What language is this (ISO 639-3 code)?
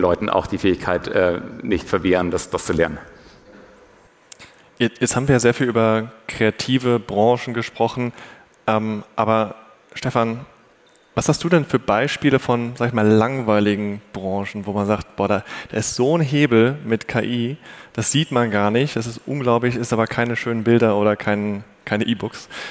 deu